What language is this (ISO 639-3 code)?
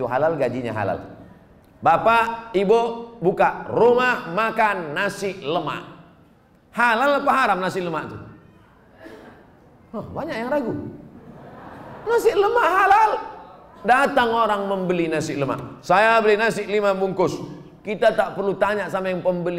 ind